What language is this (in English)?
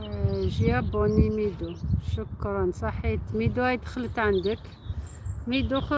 Algerian Arabic